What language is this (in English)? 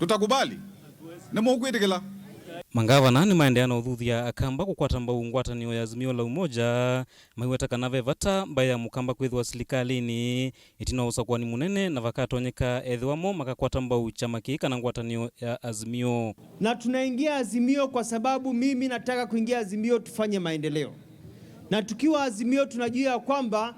Kamba